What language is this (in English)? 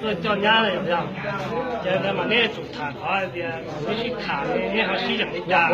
Hmong